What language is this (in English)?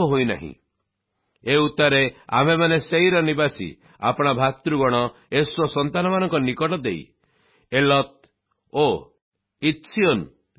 Odia